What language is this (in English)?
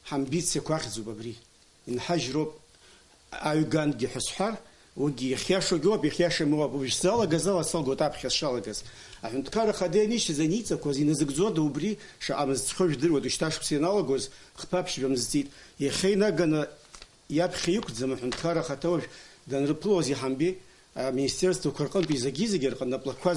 Abkhazian